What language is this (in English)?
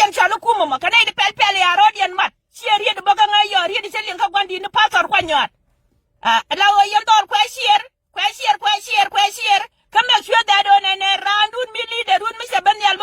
Nuer